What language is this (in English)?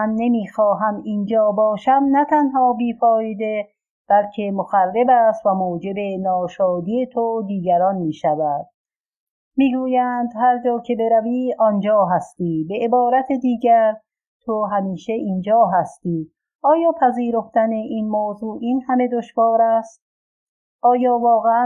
Persian